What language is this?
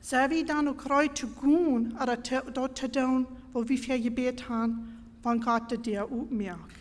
Plautdietsch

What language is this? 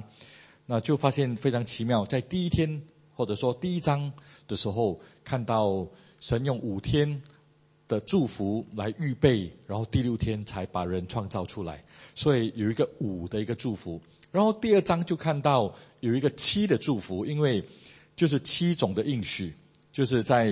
Chinese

